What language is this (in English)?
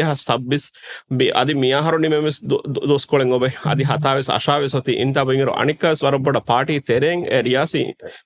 Divehi